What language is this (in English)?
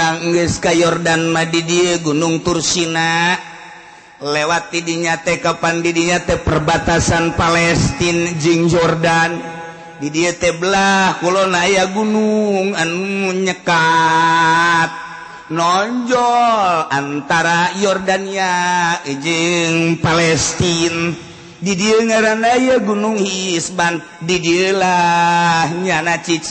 Sundanese